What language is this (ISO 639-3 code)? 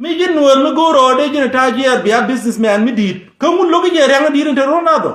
nus